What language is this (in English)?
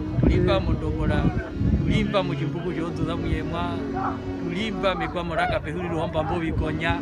Herero